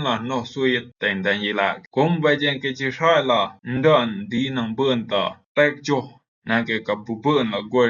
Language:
Rumai Palaung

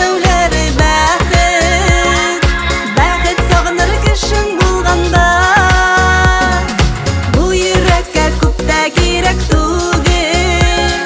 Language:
Tatar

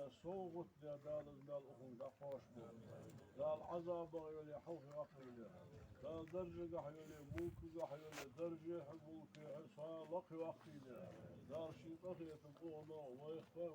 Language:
Ingush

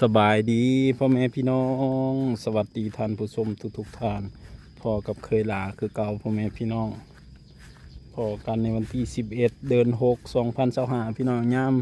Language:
Lao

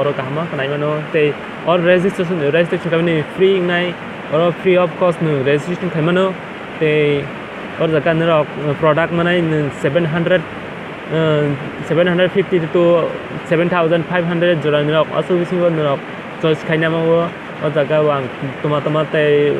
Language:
Kok Borok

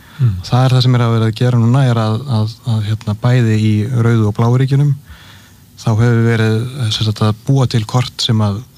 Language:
Icelandic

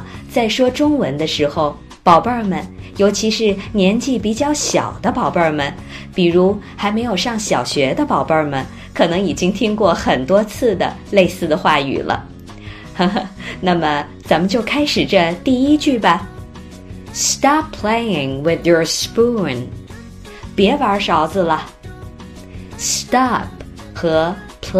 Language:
Chinese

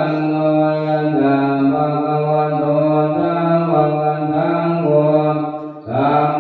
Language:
Pali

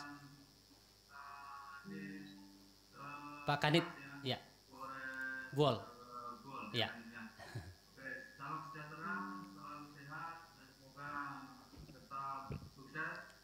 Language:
Indonesian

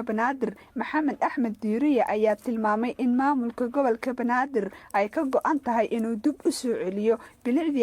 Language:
Somali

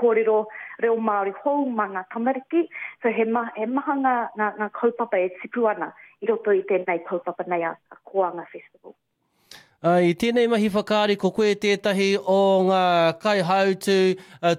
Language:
Māori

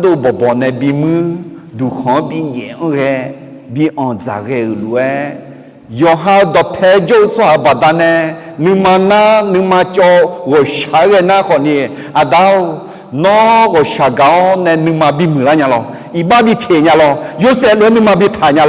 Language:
Akha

